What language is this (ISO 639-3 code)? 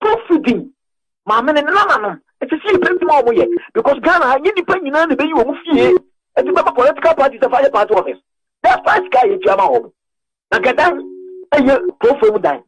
aka